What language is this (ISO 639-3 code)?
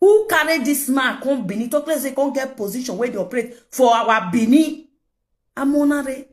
pcm